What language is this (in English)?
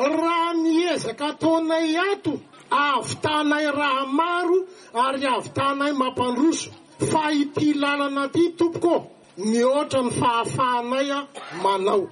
Malagasy